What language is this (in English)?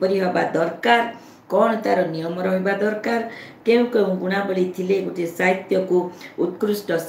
Odia